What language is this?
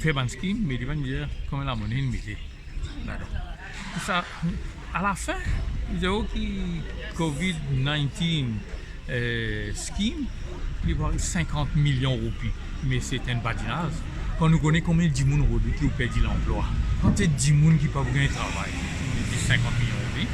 Morisyen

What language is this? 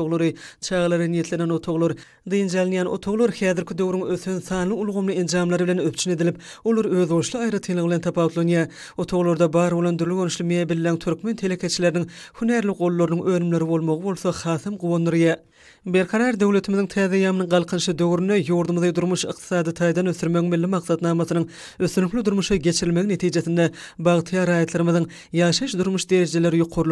Turkmen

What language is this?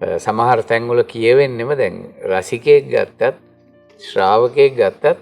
Sinhala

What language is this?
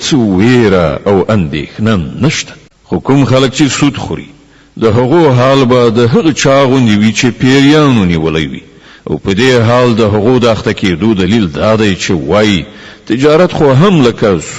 Pashto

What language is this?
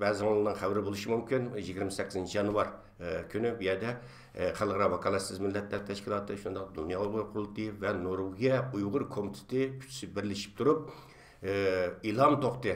Uyghur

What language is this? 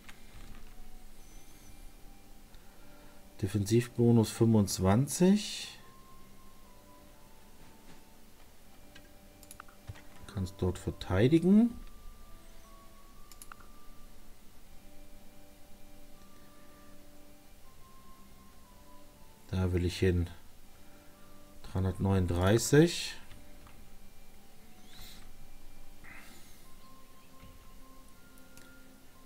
German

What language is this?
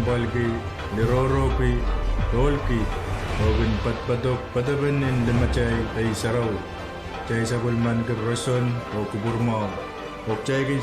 Pohnpeian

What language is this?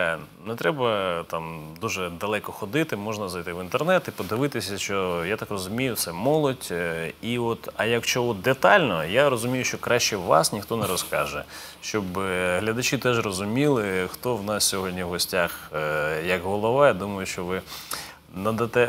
Ukrainian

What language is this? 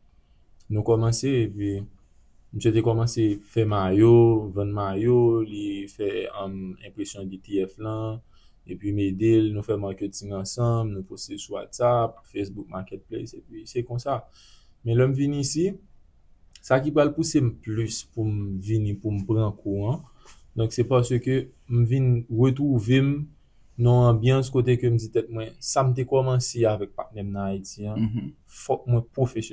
Haitian Creole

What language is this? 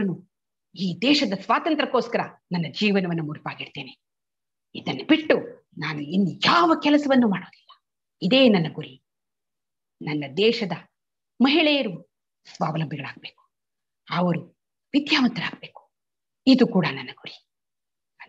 Kannada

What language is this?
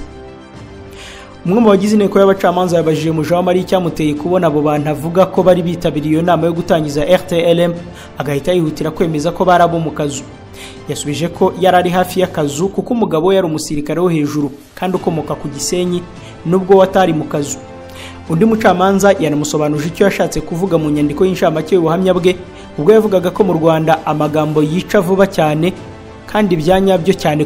Kinyarwanda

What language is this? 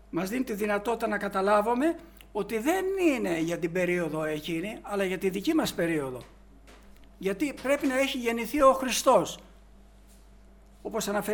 Greek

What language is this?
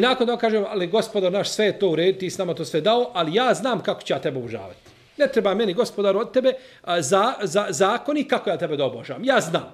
Bosnian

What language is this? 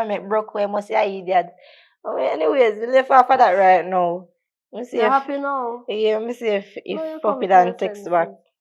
Jamaican Creole English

